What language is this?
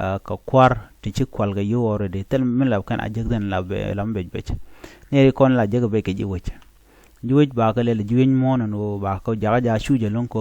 Nuer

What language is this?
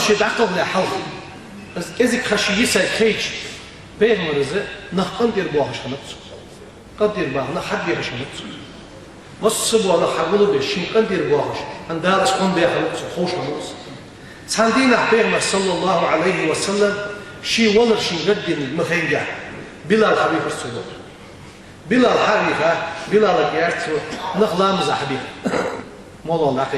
Ingush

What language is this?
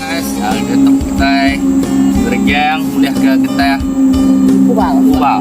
Iban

